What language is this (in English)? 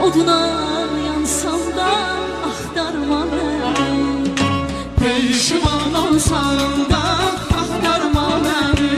South Azerbaijani